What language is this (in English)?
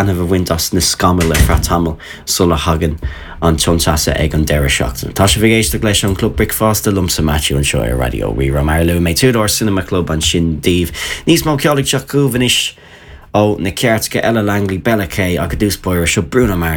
Irish